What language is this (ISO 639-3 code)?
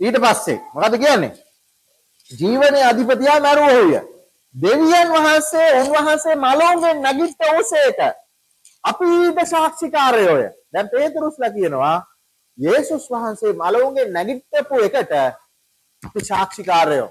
sin